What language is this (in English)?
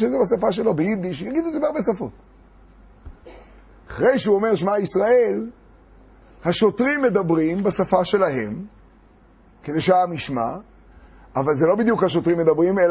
Hebrew